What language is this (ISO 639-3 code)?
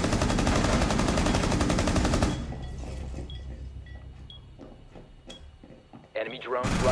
kor